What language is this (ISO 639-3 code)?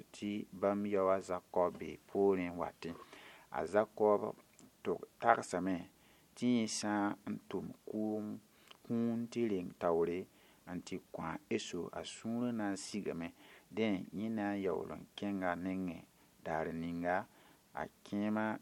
mos